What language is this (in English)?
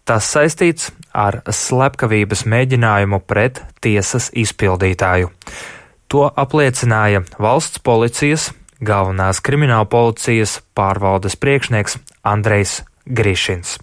Latvian